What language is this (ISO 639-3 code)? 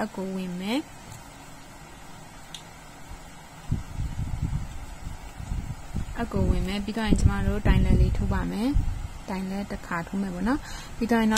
mya